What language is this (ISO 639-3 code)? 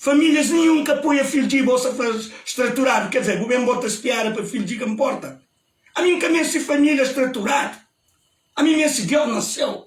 kea